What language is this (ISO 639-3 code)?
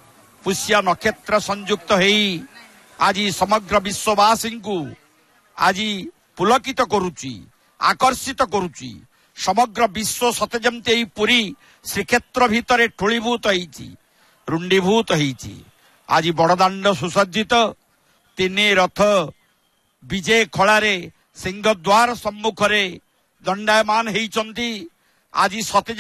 ori